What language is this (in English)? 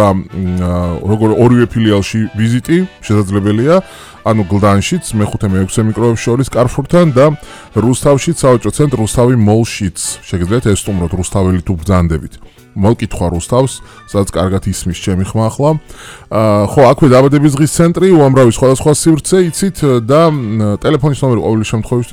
Georgian